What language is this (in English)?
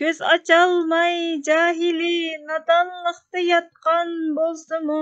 Uyghur